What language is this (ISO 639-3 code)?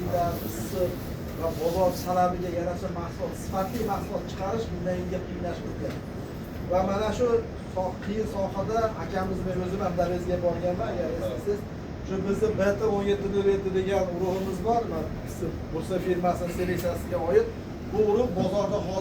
uzb